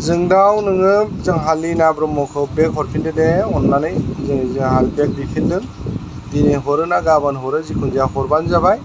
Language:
Bodo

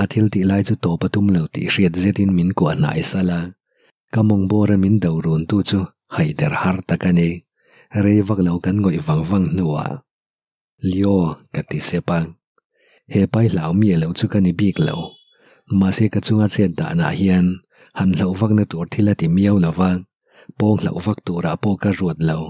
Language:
Mizo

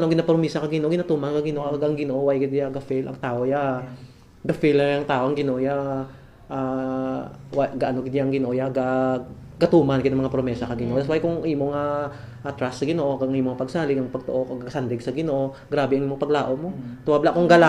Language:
Hiligaynon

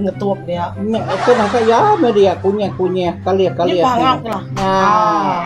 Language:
Iban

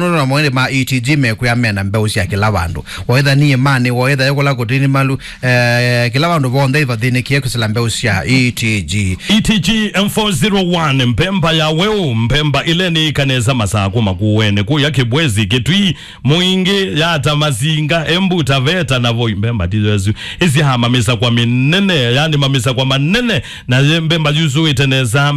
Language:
Kamba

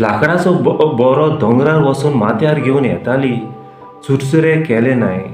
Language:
Konkani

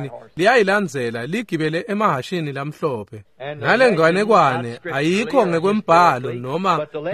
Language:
Swati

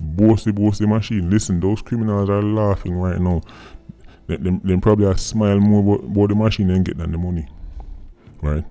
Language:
Jamaican Creole English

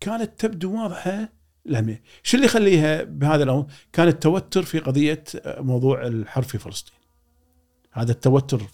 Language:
Gulf Arabic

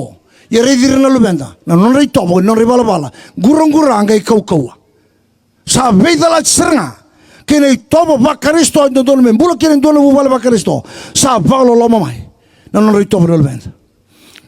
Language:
Fijian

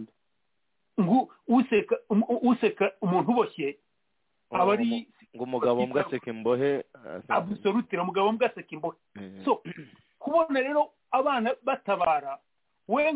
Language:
Kinyarwanda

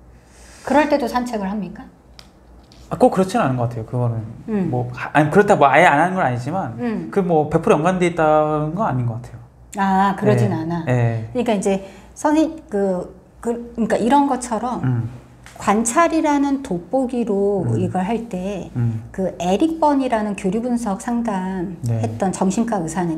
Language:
Korean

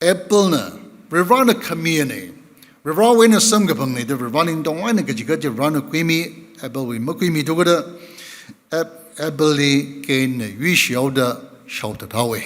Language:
Tangkhul Naga (India)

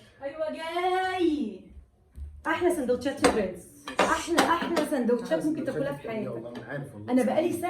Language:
Egyptian Arabic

